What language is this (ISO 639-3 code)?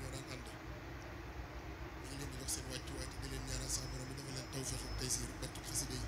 wol